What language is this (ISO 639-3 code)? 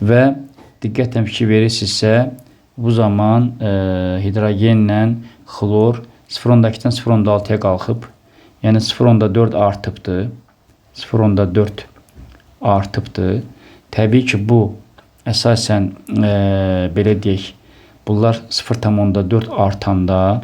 aze